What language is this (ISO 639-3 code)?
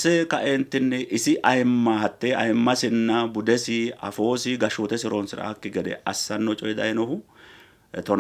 sid